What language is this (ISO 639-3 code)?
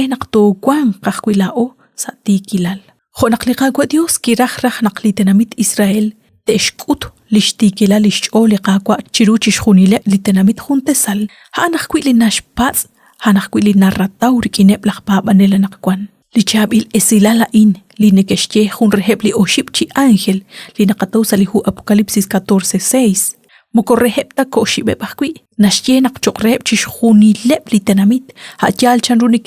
kek